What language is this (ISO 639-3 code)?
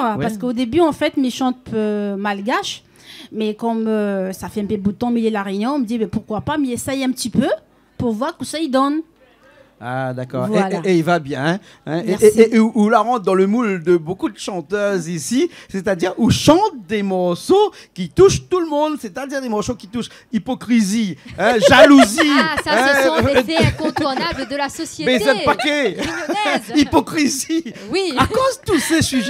rcf